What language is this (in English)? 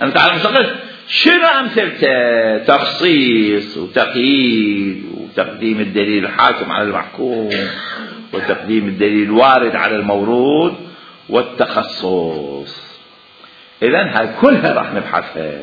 Mesopotamian Arabic